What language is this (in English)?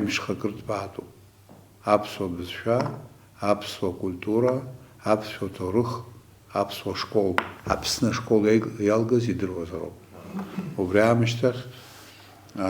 Abkhazian